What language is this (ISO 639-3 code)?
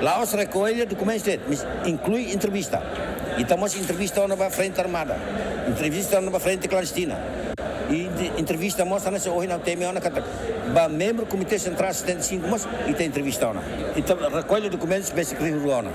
tet